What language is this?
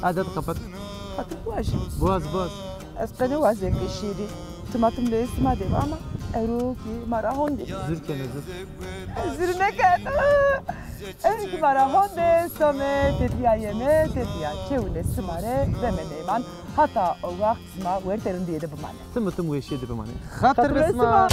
Zaza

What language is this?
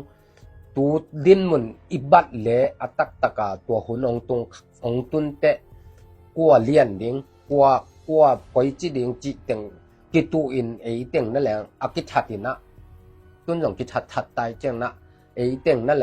Tedim Chin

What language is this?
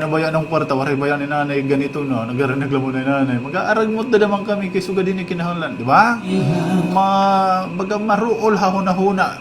Waray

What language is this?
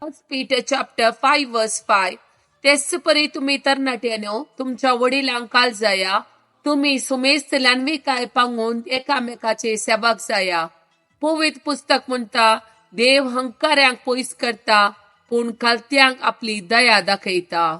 Konkani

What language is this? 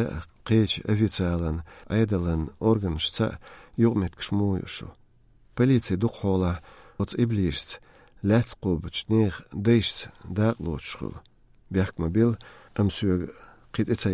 Chechen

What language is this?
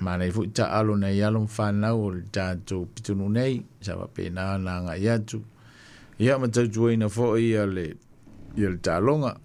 Samoan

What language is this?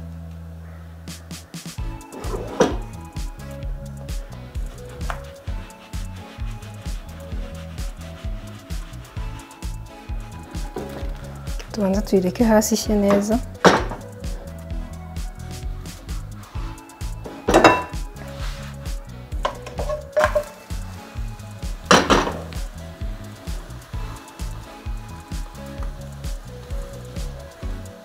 Kinyarwanda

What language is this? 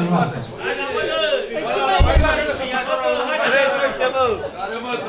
Romanian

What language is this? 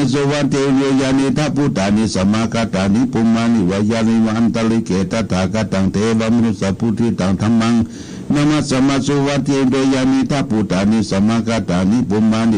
Pali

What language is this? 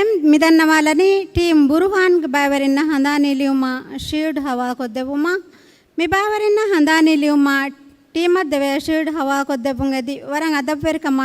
Divehi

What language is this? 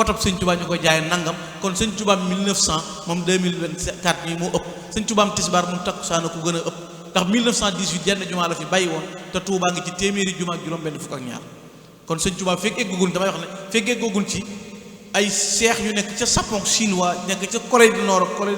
Wolof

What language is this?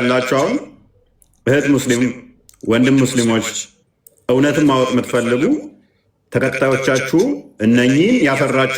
Amharic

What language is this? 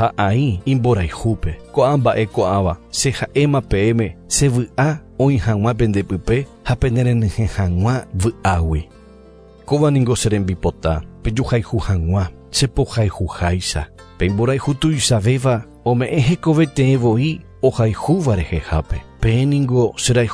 Guarani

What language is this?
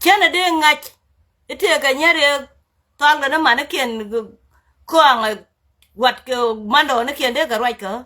Nuer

